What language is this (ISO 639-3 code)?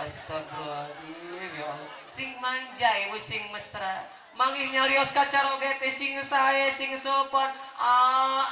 sun